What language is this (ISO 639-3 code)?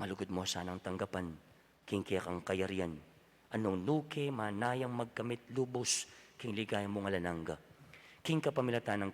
pam